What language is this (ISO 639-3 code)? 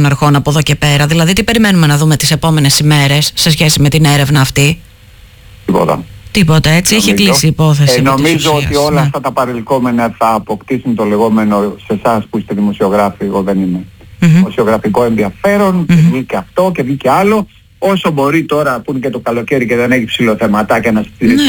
ell